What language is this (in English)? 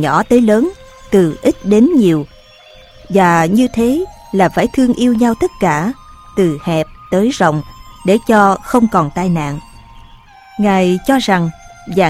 Vietnamese